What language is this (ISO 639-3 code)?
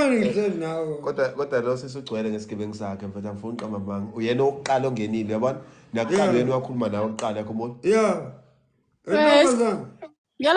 zul